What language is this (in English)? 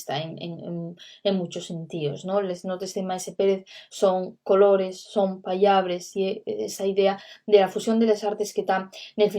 Asturian